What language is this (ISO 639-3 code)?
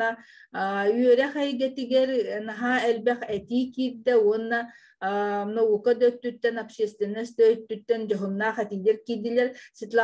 sah